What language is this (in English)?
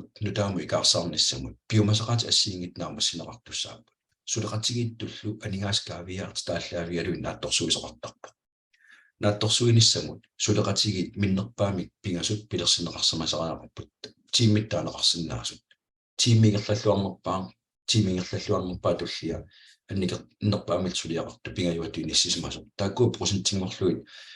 Kalaallisut